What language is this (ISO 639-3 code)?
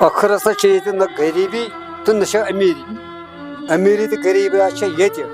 kas